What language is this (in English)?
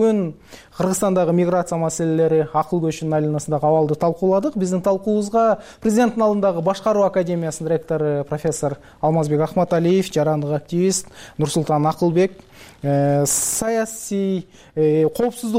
Kyrgyz